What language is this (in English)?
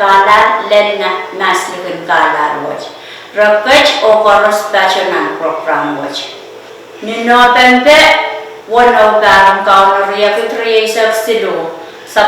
Pohnpeian